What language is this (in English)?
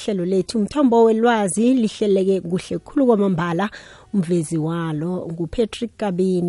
South Ndebele